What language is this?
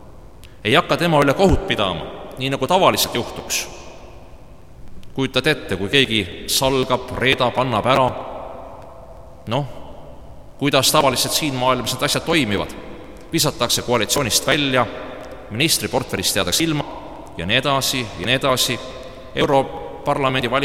Estonian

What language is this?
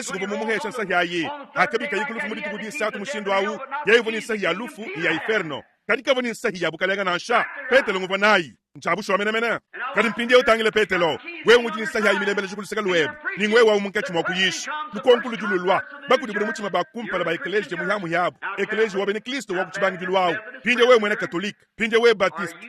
Luba-Lulua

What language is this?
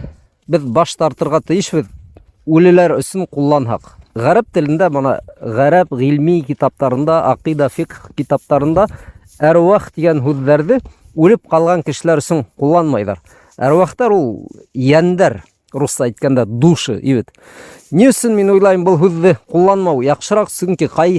Bashkir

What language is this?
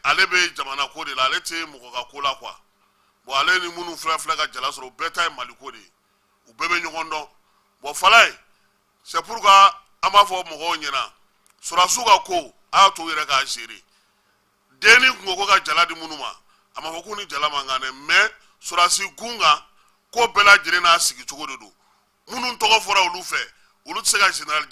Bambara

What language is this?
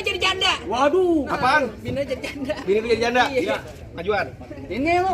Betawi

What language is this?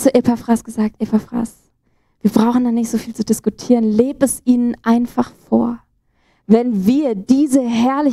Swiss German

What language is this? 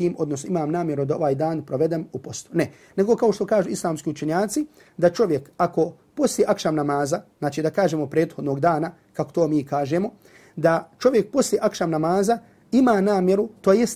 Bosnian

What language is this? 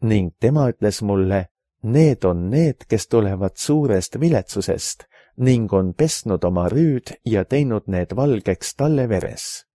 Estonian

